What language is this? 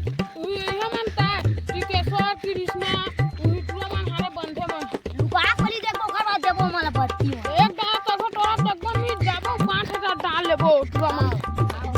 Chhattisgarhi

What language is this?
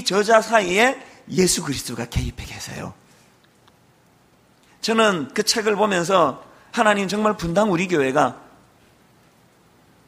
Korean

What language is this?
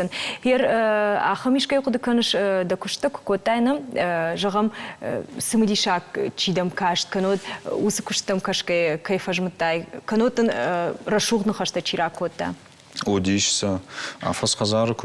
Ossetic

